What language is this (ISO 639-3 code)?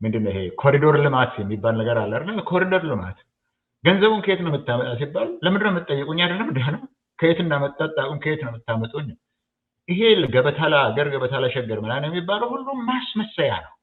amh